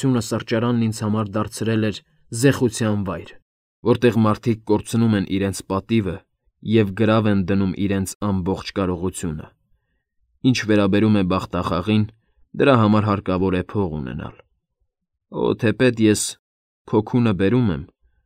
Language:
Armenian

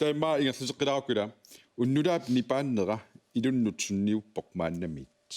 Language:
Kalaallisut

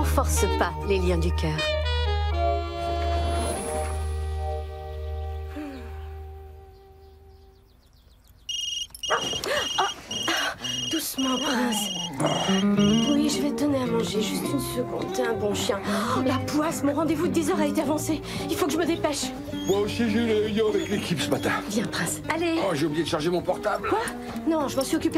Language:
French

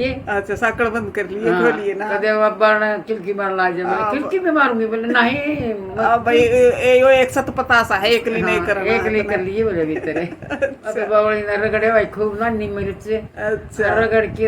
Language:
Haryanvi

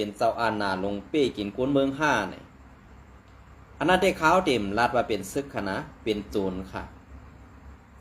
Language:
Shan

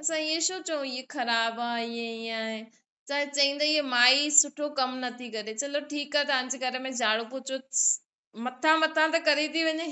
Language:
Sindhi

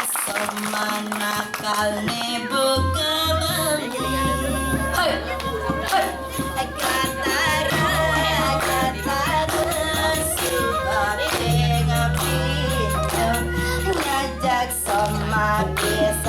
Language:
Balinese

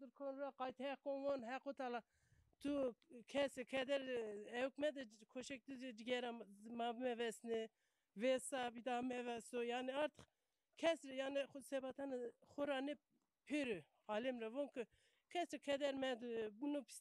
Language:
Zaza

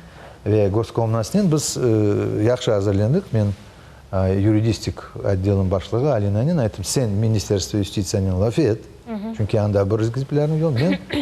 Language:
Crimean Tatar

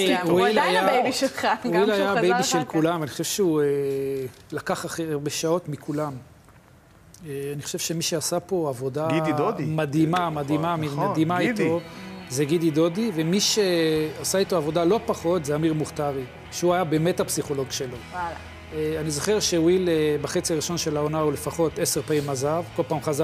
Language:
Hebrew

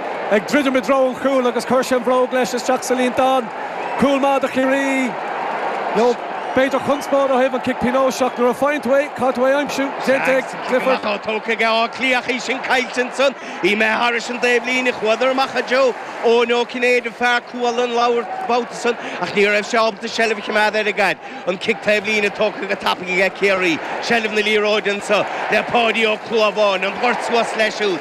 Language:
Irish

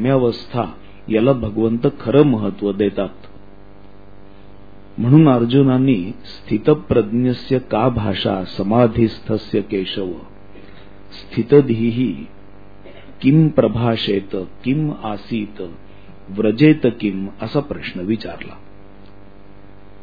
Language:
Marathi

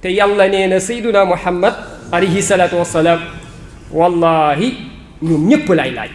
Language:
Wolof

